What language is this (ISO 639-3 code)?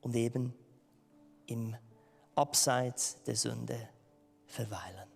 gsw